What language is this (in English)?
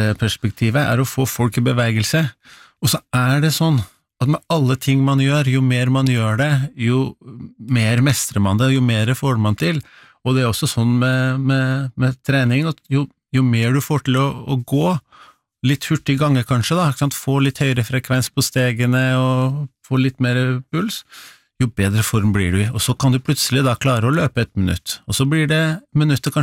Norwegian